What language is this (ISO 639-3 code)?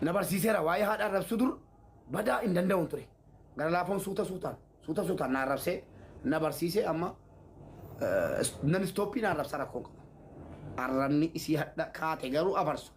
orm